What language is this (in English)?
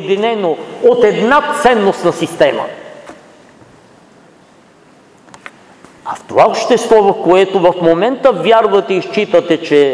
Bulgarian